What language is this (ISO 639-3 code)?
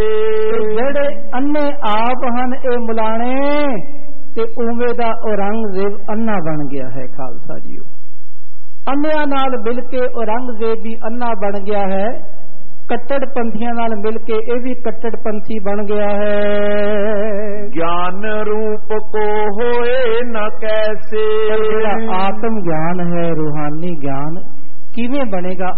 pan